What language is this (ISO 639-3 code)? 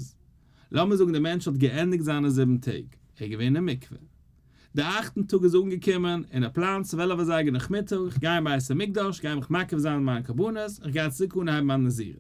yid